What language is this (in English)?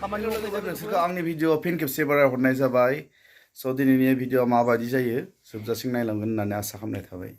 Bodo